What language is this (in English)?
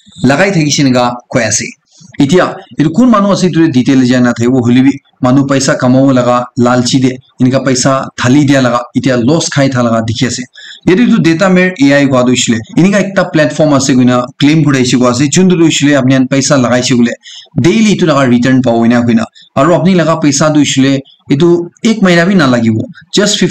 Naga Pidgin